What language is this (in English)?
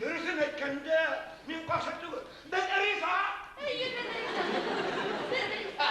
Bashkir